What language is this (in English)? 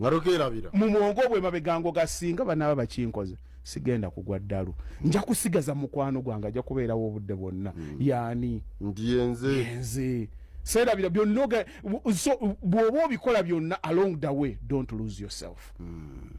Ganda